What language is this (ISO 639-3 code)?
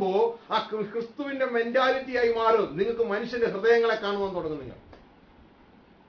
mal